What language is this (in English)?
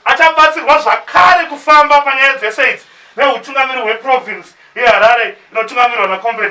Shona